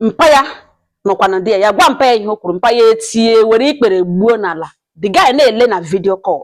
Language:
Igbo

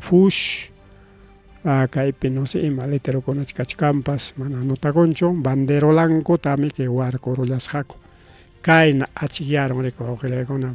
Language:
Ayacucho Quechua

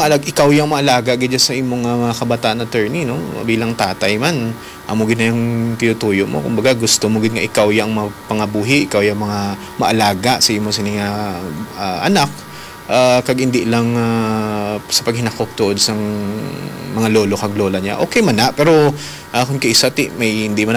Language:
Hiligaynon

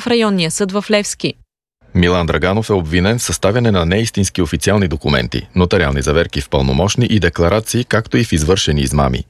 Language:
Bulgarian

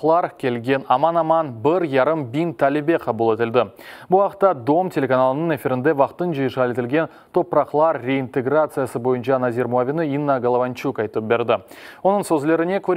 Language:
Crimean Tatar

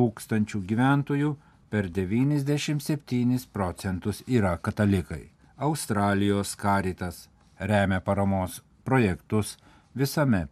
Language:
Lithuanian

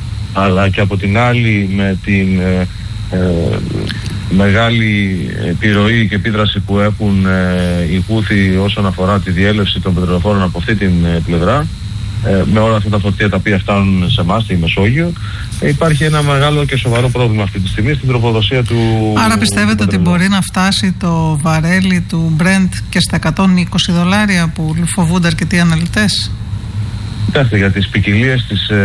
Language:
Greek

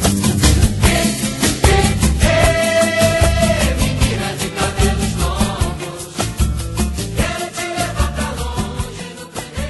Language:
Portuguese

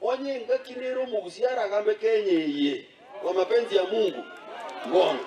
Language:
Gusii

